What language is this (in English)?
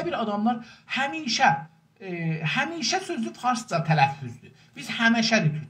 South Azerbaijani